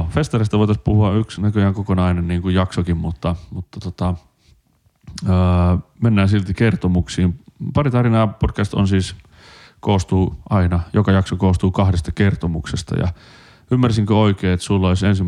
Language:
Finnish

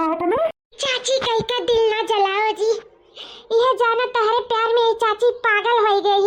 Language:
Awadhi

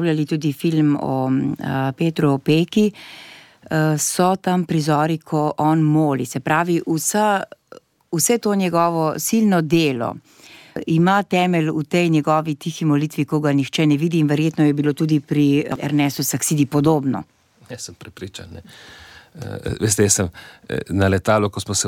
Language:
Slovenian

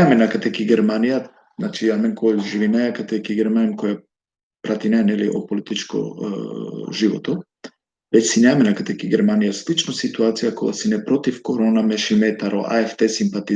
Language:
Balkan Romani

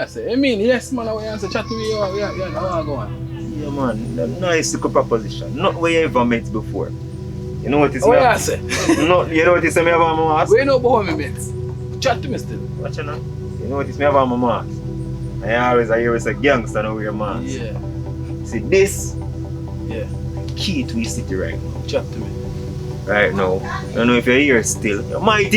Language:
Jamaican Creole English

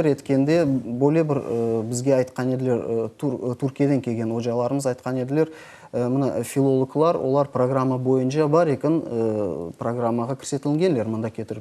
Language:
Crimean Tatar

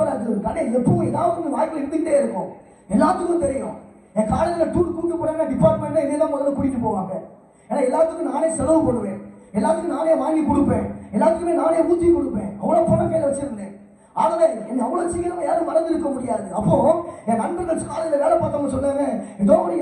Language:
Tamil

